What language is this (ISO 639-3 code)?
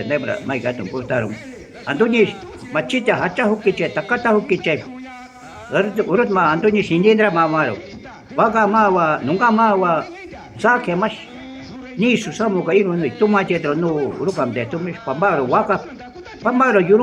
jiv